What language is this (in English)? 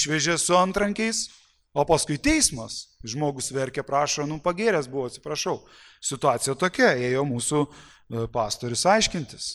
Lithuanian